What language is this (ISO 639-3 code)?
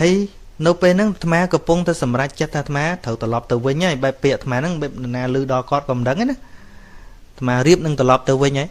khm